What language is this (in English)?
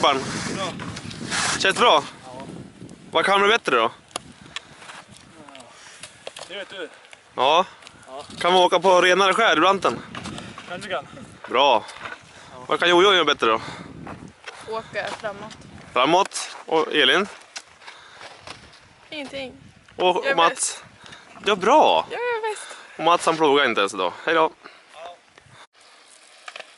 Swedish